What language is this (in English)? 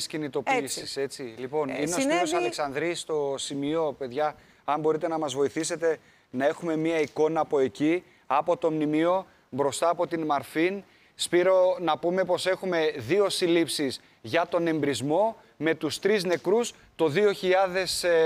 Greek